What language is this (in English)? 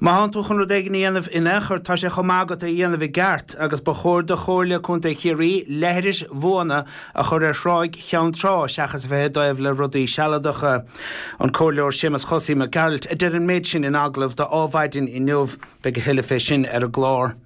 Irish